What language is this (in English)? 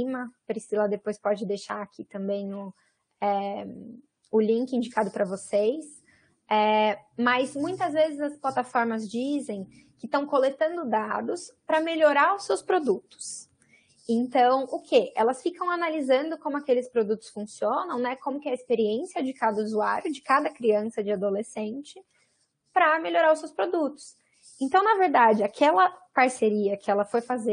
Portuguese